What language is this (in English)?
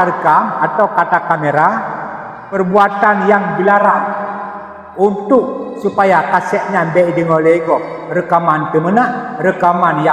Achinese